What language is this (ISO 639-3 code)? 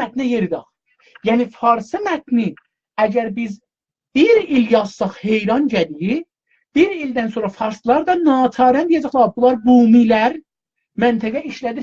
azb